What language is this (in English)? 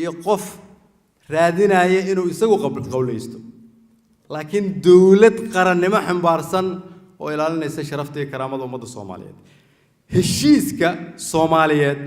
Somali